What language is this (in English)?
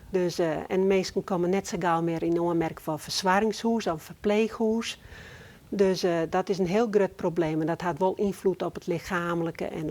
Western Frisian